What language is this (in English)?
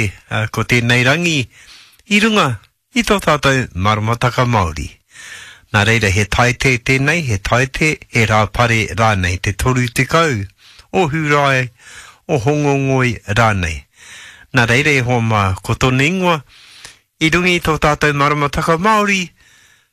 Māori